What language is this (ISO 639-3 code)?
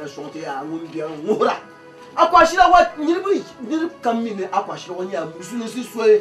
dag